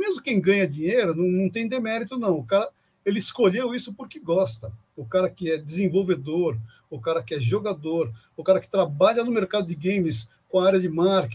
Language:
Portuguese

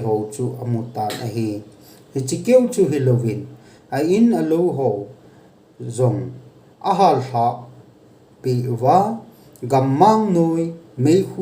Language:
Thado Chin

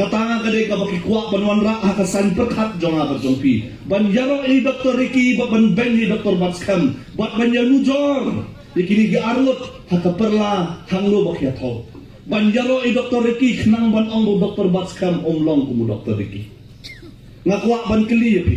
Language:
Khasi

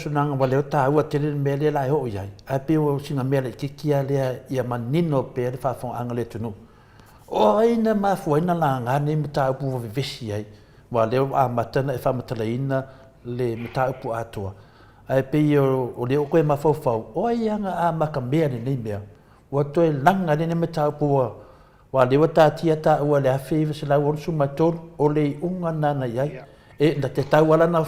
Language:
Samoan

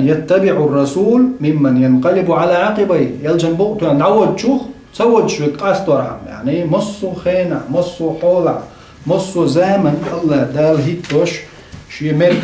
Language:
Chechen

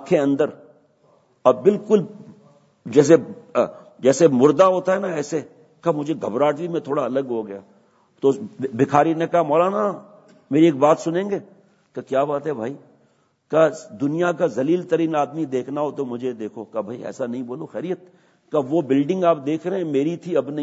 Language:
Urdu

